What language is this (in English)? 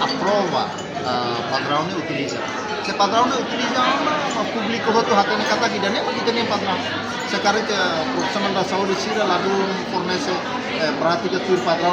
Tetum